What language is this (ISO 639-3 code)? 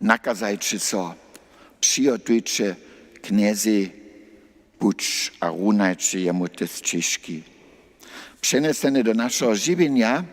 hsb